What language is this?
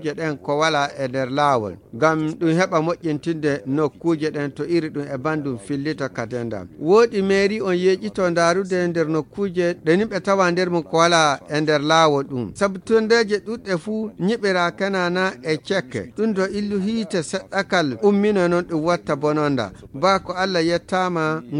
Nigerian Fulfulde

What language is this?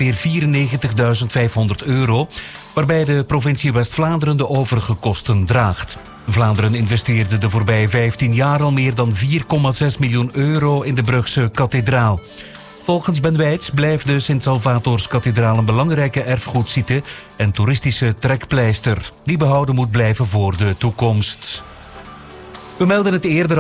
Dutch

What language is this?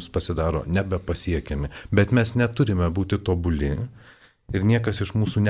Lithuanian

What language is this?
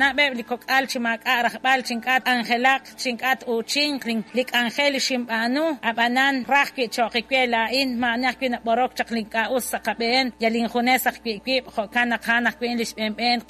Kekchí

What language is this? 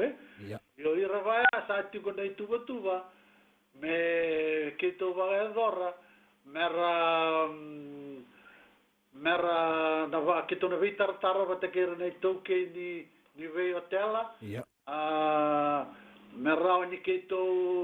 Fijian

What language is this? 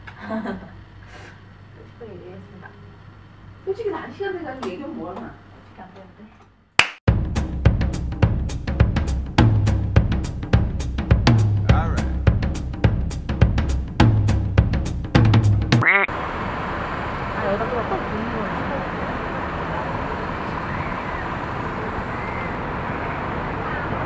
Korean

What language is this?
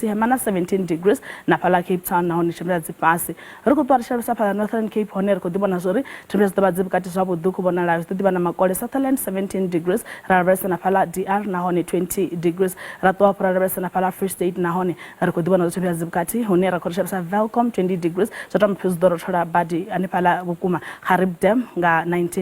Venda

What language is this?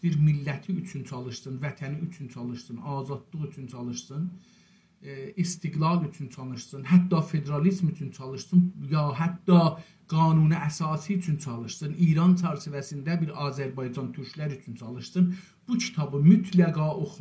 South Azerbaijani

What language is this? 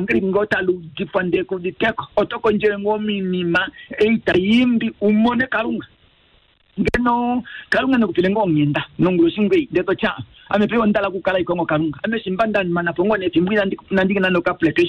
Kuanyama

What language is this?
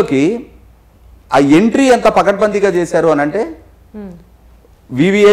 Telugu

